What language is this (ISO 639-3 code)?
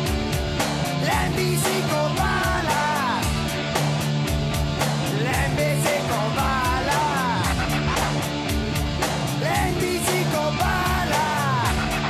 eus